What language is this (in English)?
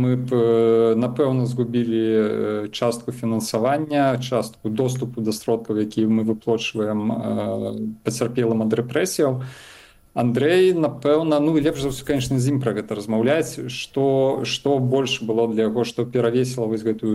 Belarusian